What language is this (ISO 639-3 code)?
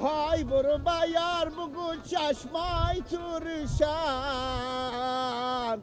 fas